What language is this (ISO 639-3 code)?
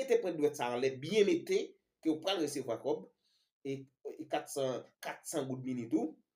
hat